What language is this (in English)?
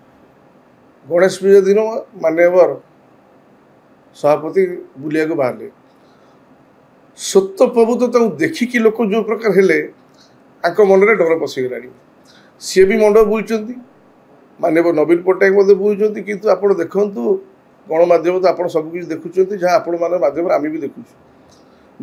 Odia